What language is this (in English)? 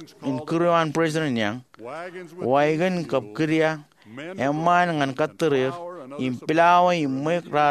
Marshallese